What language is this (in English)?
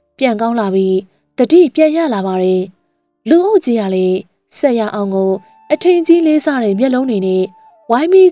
Burmese